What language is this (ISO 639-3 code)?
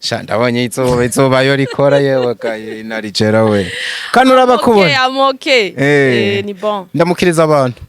run